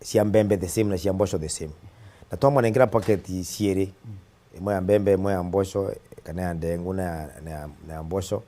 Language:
Meru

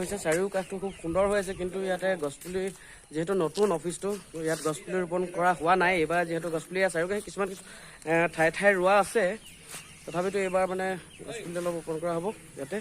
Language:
Assamese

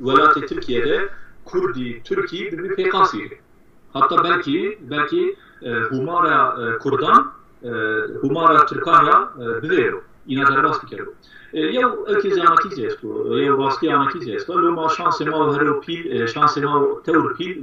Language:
Zaza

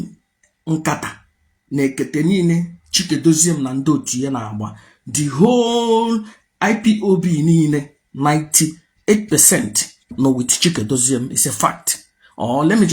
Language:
Igbo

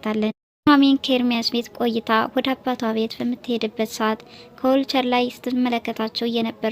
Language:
Amharic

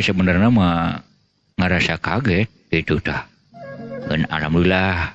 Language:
Sundanese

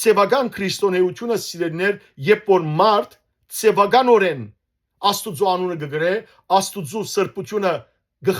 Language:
Western Armenian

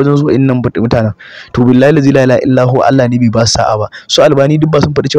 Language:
Hausa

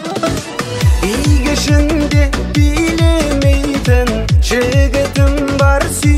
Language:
Kazakh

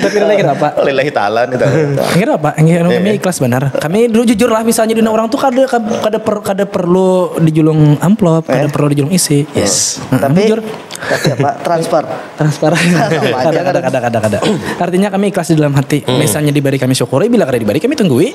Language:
Banjar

